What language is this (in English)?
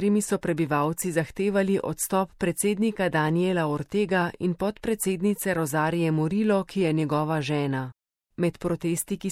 Slovenian